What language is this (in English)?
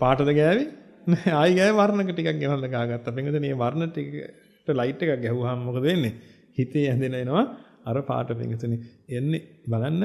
Sinhala